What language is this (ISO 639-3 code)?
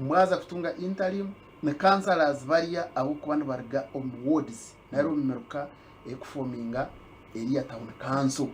nyn